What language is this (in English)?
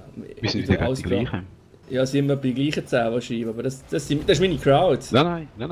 Swiss German